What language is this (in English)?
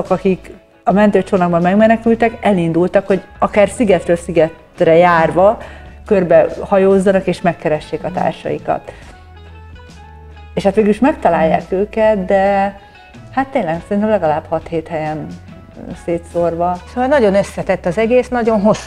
Hungarian